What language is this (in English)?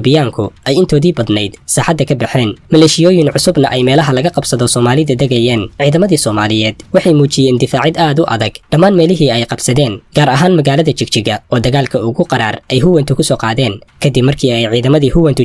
Somali